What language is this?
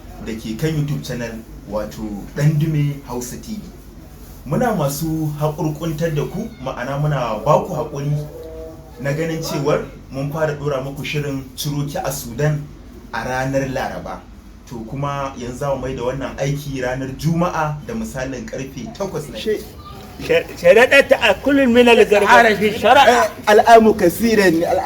Hausa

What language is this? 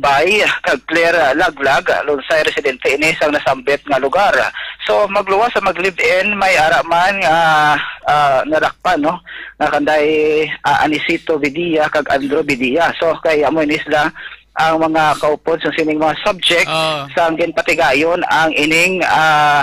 Hiligaynon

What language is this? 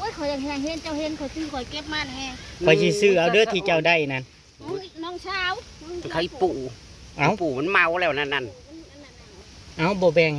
Northeastern Thai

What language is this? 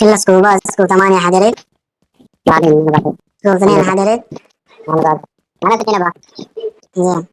Mesopotamian Arabic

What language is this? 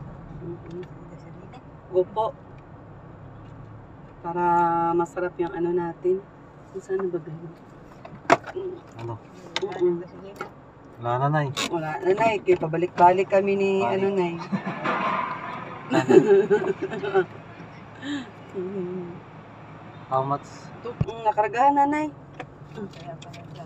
Filipino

